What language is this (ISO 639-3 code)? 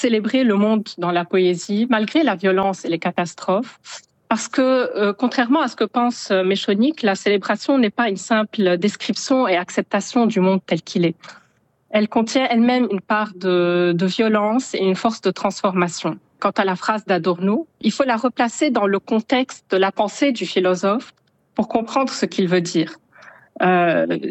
fra